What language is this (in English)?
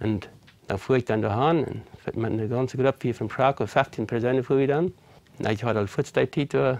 Plautdietsch